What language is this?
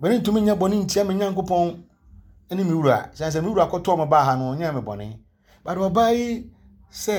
Akan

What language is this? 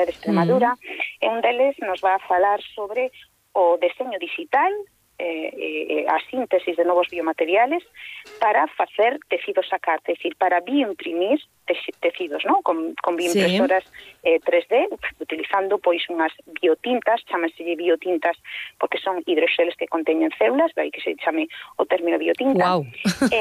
Galician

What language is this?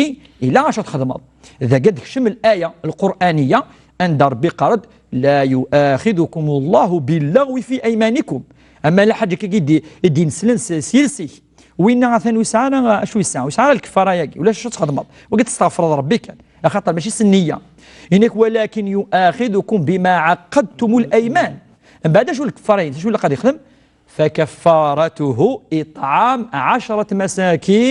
Kabyle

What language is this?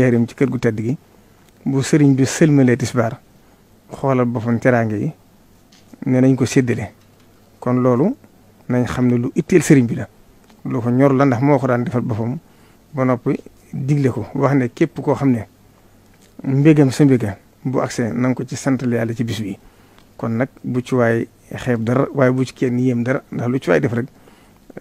Wolof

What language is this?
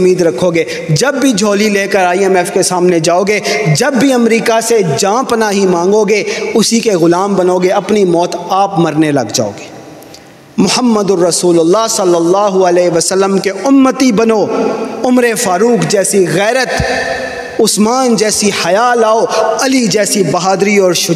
Urdu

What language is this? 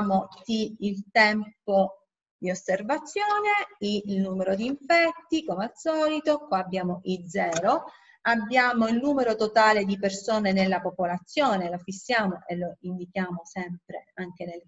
Italian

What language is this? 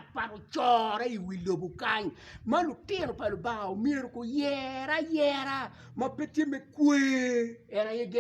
Acoli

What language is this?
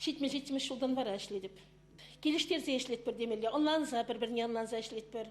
Chuvash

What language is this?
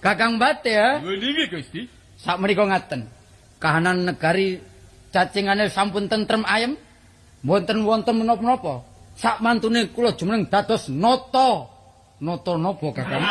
Javanese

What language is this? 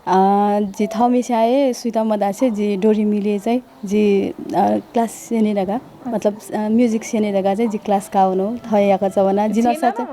Newari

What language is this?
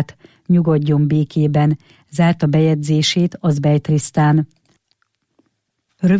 Hungarian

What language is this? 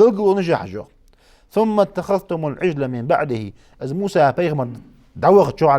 Ingush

